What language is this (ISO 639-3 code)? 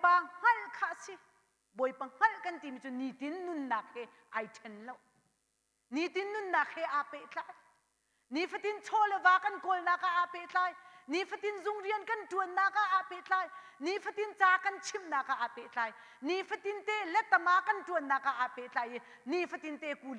cnh